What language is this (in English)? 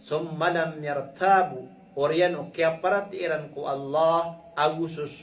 Maranao